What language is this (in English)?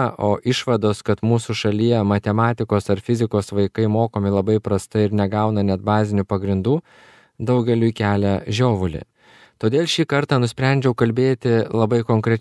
Lithuanian